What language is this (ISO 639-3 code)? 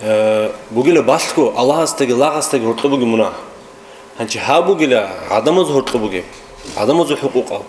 ava